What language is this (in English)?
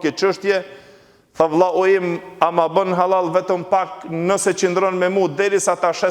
Albanian